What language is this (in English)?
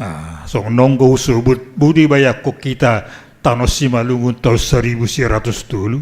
Batak Simalungun